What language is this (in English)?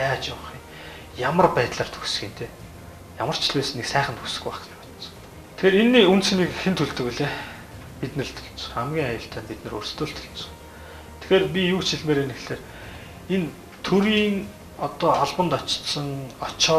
Mongolian